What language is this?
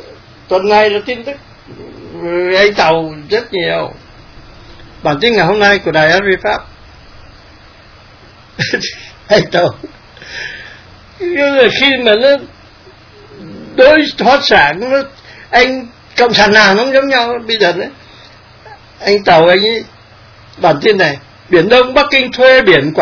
Vietnamese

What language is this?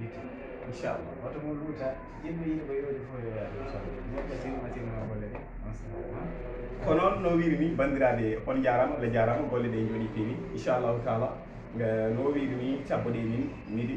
Fula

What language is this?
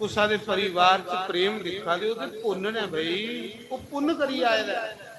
Dogri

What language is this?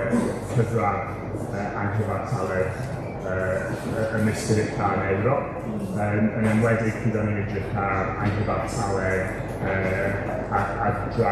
Welsh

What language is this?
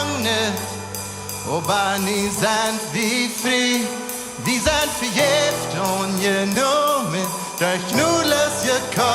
Plautdietsch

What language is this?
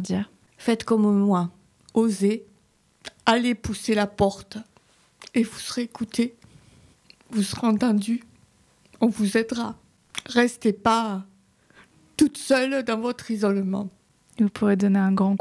French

